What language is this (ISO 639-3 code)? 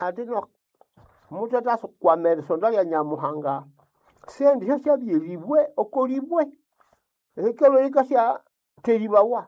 nnb